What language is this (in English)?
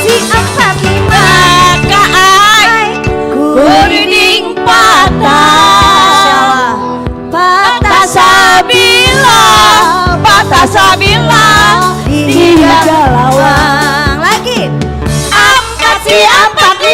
Banjar